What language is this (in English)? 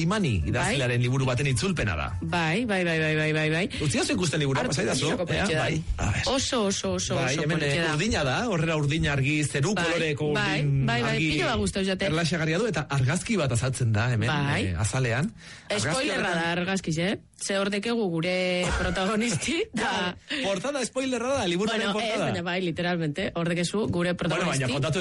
Basque